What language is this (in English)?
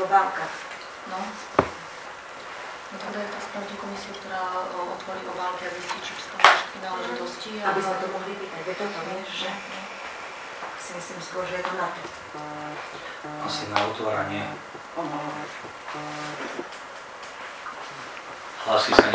Slovak